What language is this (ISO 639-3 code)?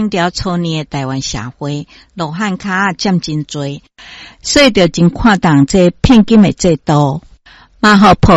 nan